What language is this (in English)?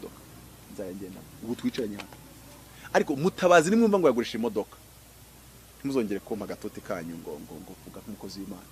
Kinyarwanda